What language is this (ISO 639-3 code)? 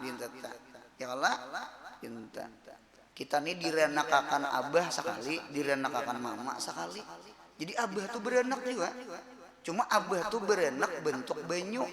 bjn